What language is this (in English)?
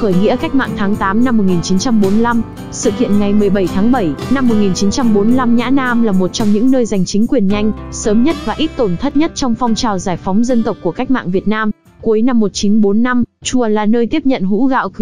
Vietnamese